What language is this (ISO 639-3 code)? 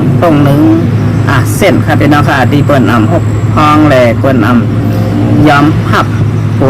shn